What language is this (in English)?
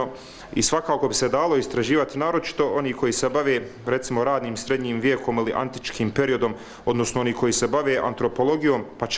Bosnian